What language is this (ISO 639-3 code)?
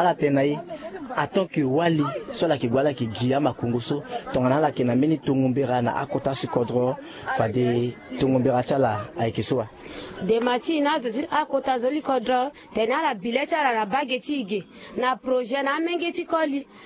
sag